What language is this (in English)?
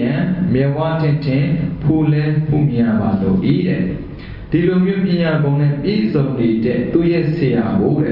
Burmese